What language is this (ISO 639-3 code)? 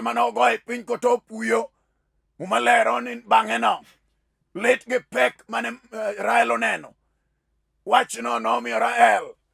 luo